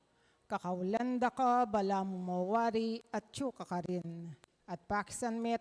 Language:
Pampanga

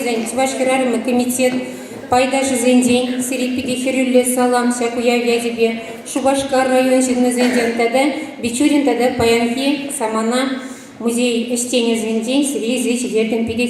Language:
Chuvash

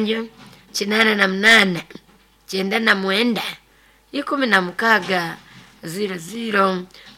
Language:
Nyoro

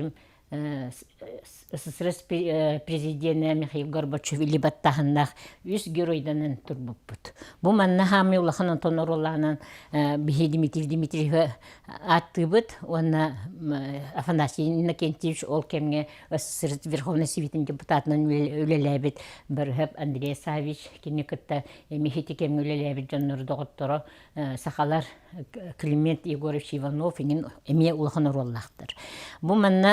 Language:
Yakut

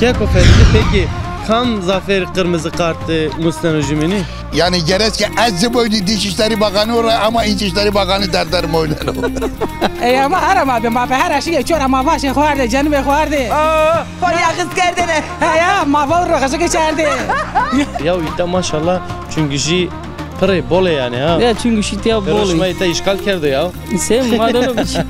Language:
Zaza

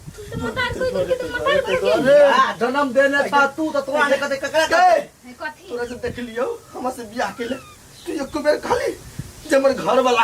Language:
Maithili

